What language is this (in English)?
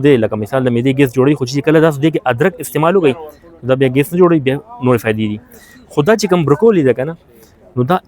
Pashto